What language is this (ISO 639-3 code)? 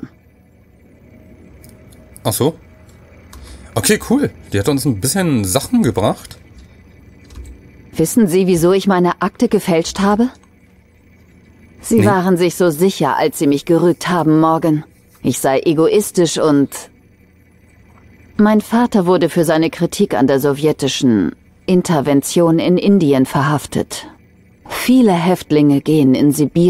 deu